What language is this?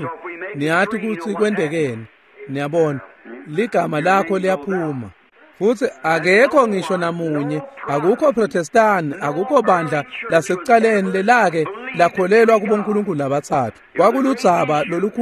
Swati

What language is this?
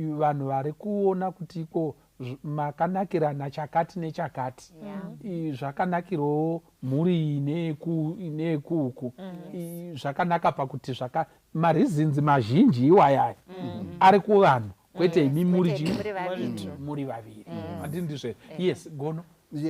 Shona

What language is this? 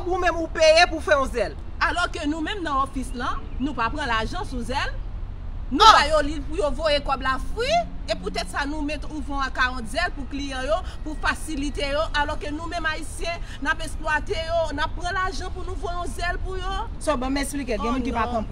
Haitian Creole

